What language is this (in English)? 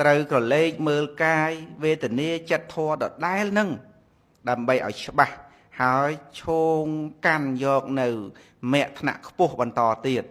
Khmer